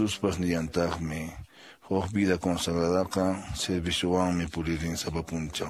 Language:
Quechua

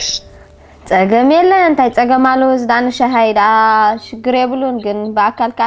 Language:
Tigrinya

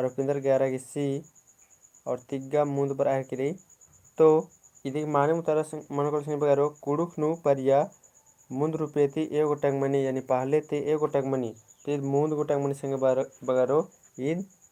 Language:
Kurukh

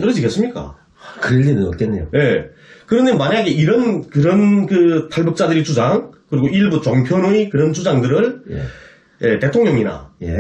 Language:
Korean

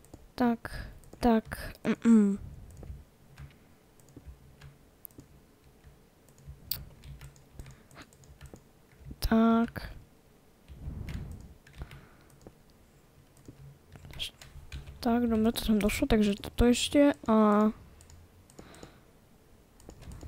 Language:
Slovak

